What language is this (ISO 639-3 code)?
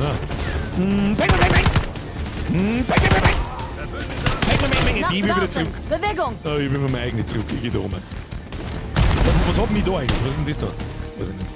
bar